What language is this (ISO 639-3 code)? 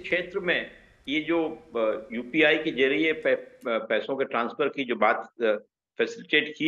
hin